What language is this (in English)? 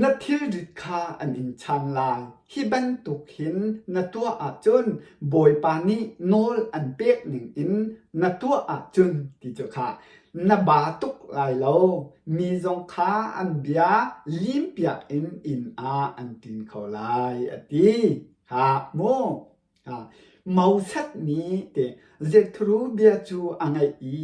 Hakha Chin